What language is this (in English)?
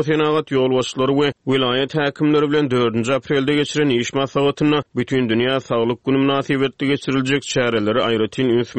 Turkmen